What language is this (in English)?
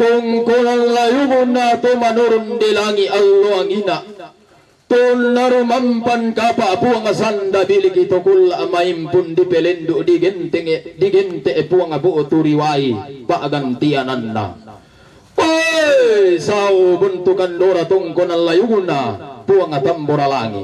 Toraja-Sa'dan